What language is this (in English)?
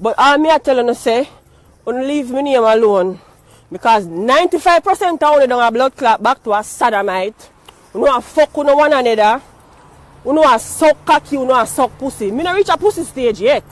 Jamaican Creole English